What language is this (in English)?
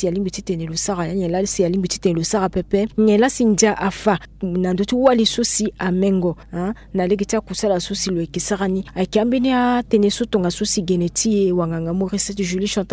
Sango